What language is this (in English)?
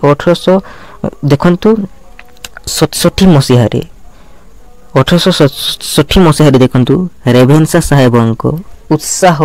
Odia